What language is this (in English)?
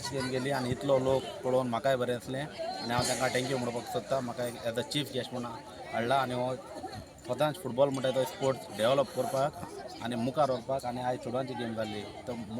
Konkani